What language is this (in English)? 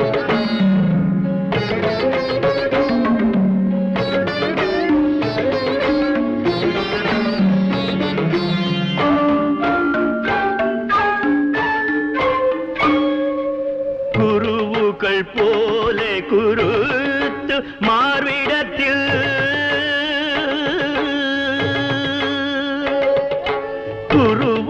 Malayalam